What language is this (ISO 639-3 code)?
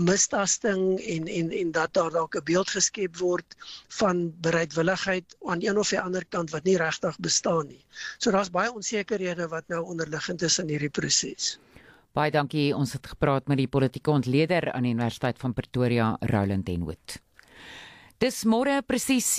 afr